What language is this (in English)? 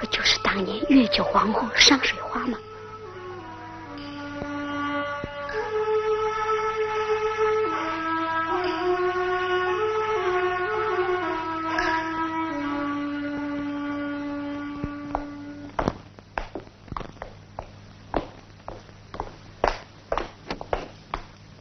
Chinese